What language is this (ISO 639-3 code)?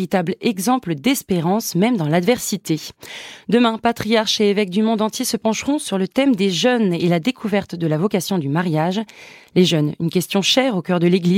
fra